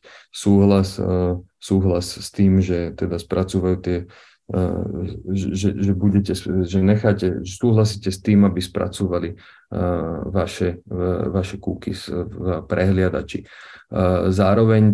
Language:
Slovak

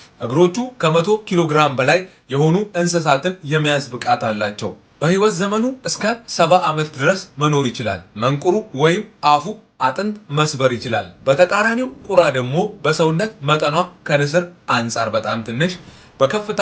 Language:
Amharic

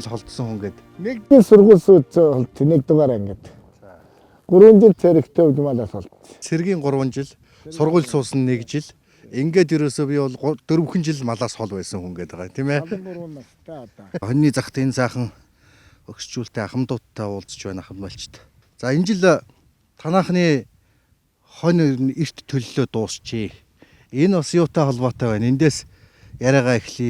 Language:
Mongolian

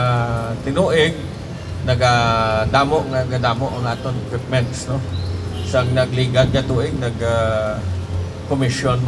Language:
Hiligaynon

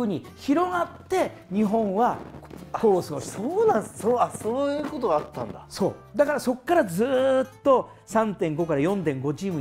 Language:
Japanese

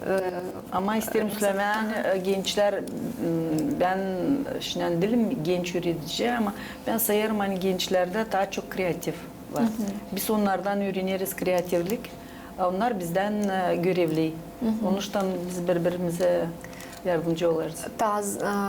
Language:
Gagauz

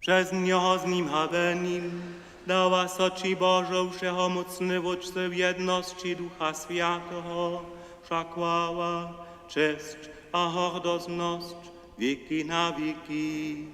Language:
Upper Sorbian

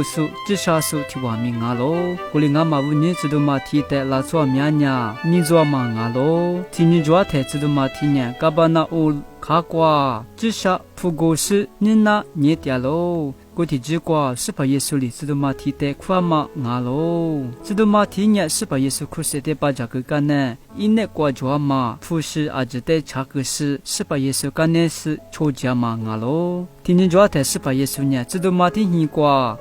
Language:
Lisu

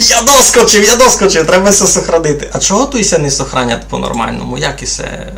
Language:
Rusyn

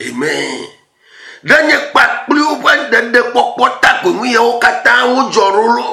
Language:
Ewe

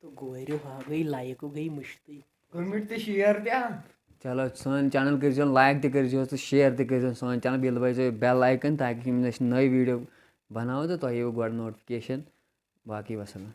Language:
Kashmiri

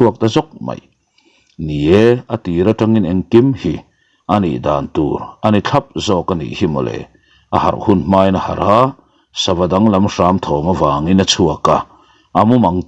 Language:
Mizo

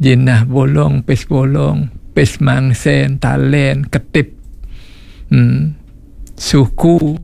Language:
Balinese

